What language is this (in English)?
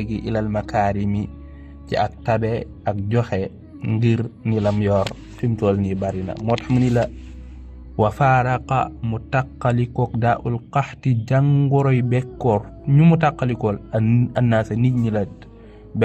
Wolof